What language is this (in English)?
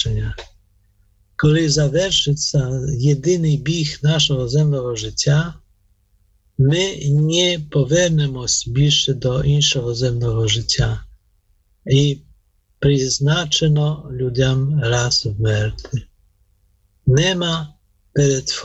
Ukrainian